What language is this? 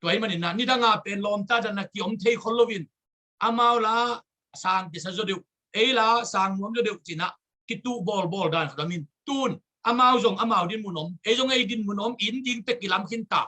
Tedim Chin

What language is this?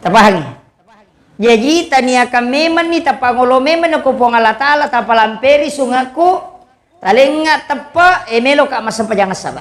Buginese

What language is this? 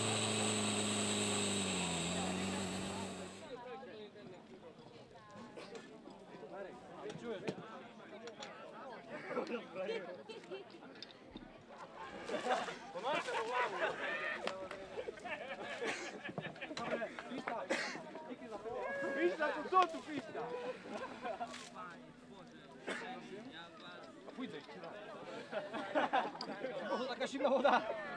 Slovak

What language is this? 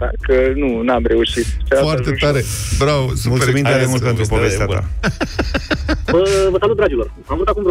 Romanian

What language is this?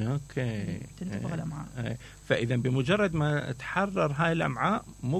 Mesopotamian Arabic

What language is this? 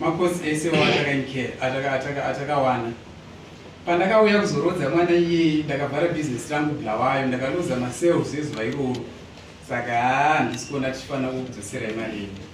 Shona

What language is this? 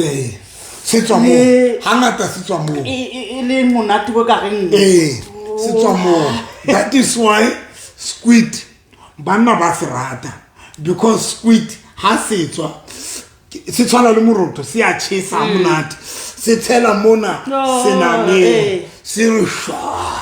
Southern Sotho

